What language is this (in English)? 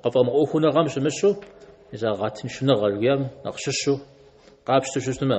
Kabardian